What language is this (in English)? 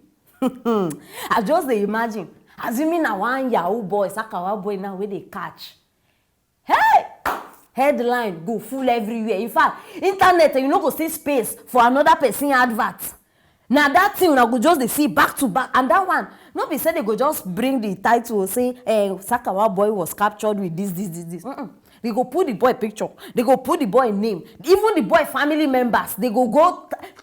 Nigerian Pidgin